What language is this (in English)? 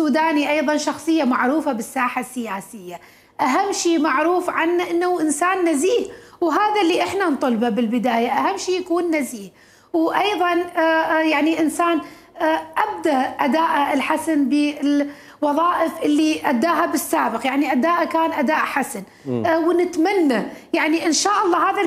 Mesopotamian Arabic